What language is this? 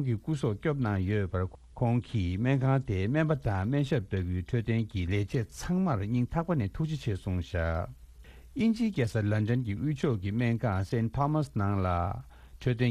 Tibetan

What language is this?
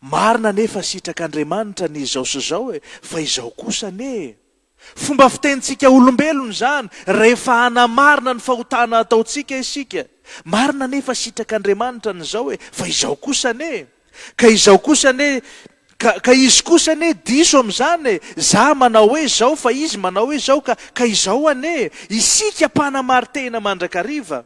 Malagasy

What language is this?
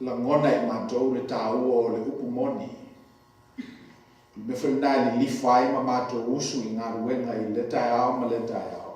Samoan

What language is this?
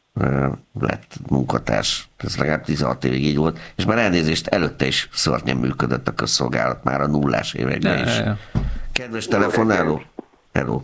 Hungarian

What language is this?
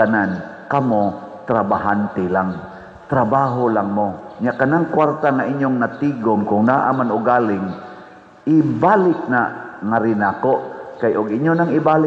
Cebuano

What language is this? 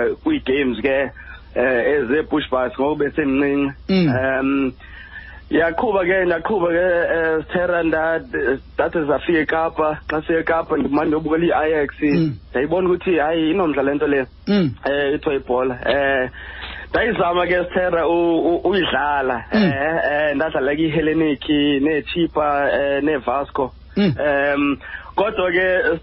Xhosa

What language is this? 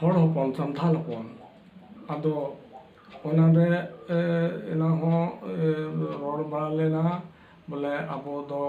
Santali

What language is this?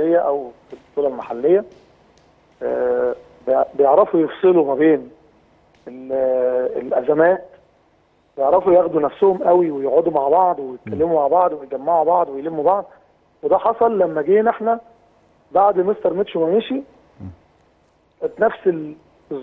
Egyptian Arabic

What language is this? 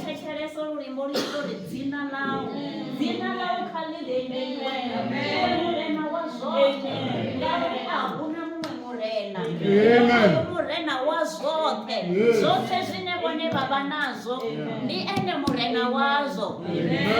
Venda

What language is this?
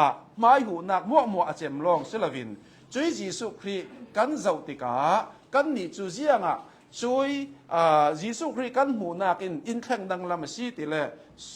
Hakha Chin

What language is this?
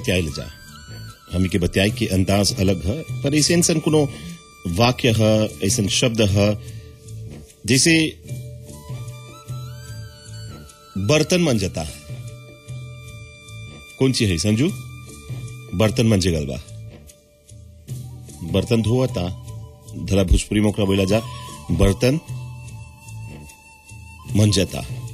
Bhojpuri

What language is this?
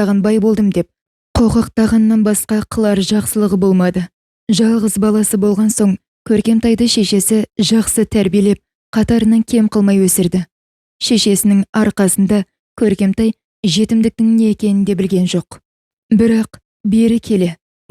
Kazakh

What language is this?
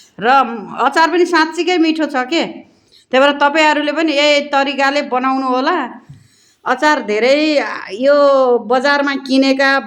Nepali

